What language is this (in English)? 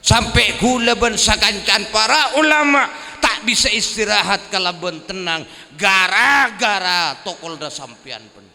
Madurese